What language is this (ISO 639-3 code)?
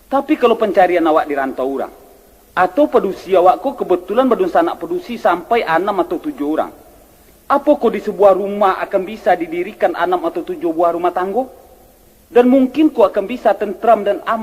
min